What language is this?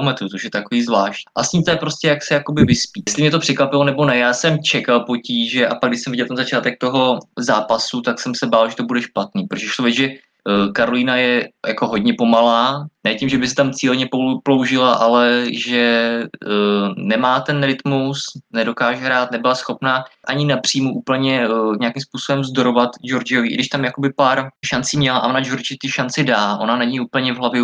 Czech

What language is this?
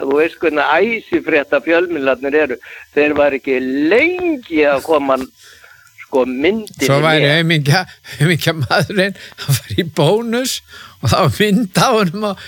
Icelandic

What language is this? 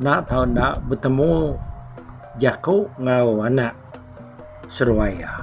Iban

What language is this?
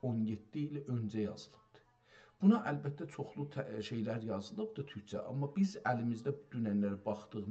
South Azerbaijani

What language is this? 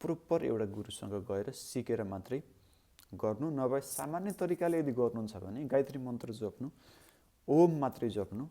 Nepali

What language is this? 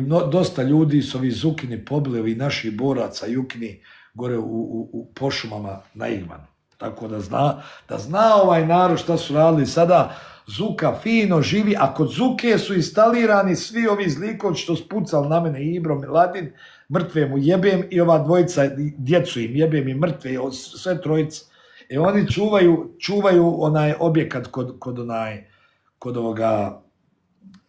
Bosnian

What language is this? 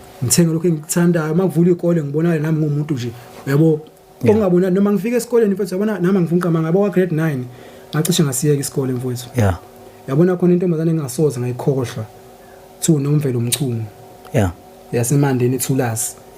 Zulu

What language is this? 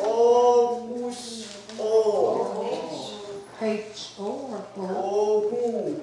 Mohawk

